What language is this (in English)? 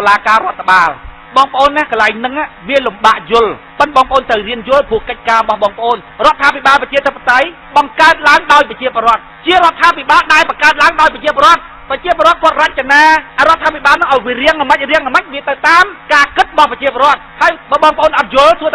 Khmer